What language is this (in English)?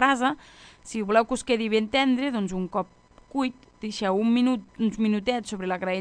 Catalan